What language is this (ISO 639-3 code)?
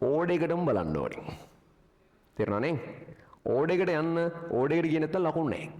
sin